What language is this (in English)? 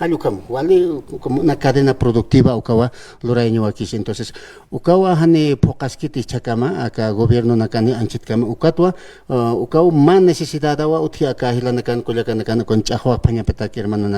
Aymara